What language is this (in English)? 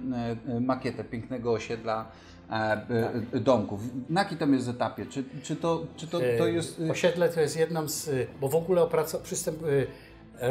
Polish